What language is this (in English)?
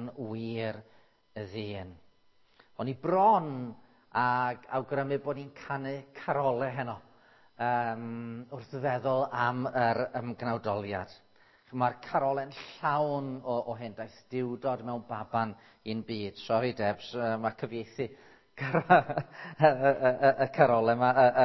Welsh